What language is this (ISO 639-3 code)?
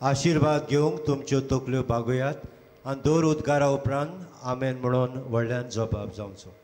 kok